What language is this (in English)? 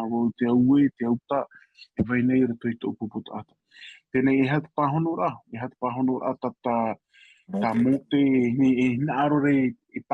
Tahitian